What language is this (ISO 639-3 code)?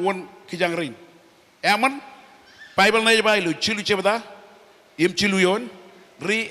mah